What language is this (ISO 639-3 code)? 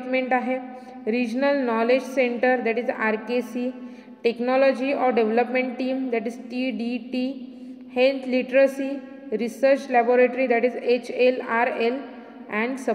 mar